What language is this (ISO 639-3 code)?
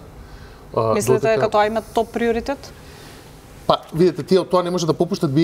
mkd